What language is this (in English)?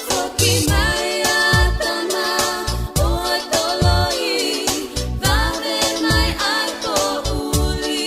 Tongan